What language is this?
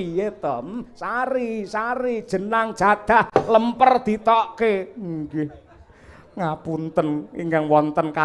Javanese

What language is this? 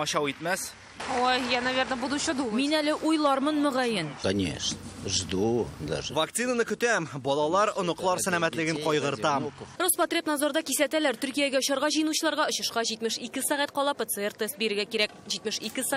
Tatar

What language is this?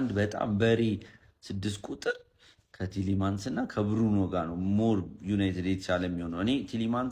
Amharic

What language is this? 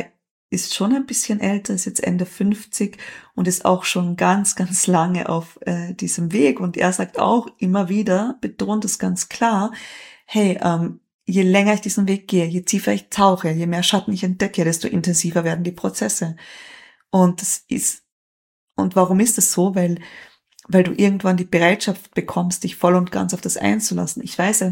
German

